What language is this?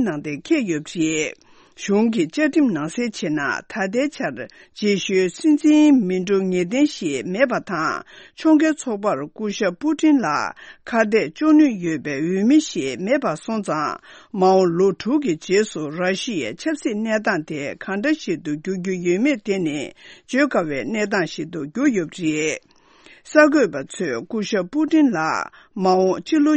Tibetan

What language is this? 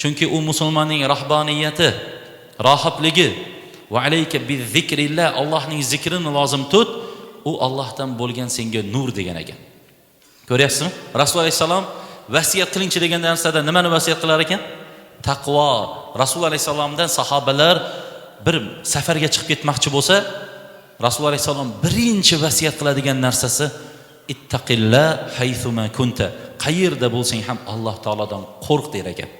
Uzbek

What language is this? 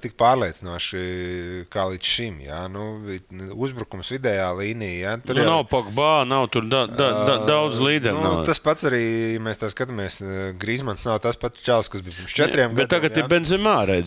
Latvian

